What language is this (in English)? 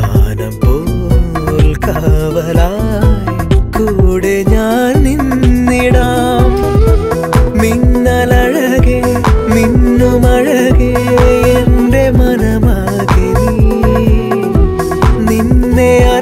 Malayalam